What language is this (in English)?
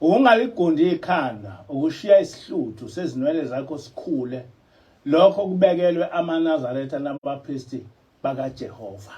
Zulu